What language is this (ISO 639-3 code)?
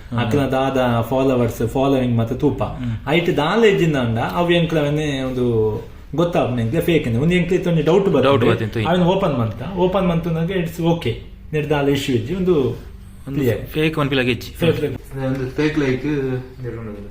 tcy